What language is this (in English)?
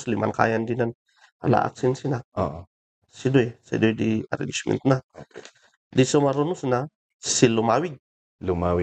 Kankanaey